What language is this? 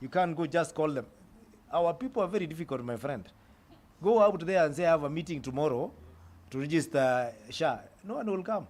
Kamba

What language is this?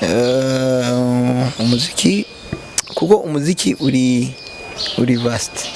Rundi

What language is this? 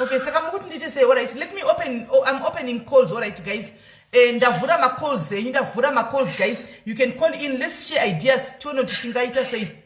Shona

